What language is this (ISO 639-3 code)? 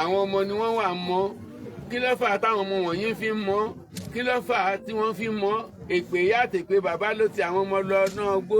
yor